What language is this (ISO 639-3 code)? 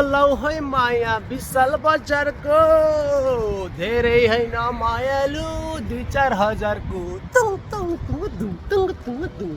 nep